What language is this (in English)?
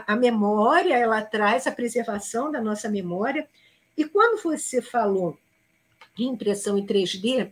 Portuguese